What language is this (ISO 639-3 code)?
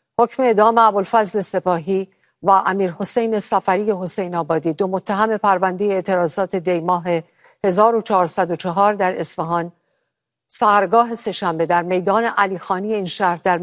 fas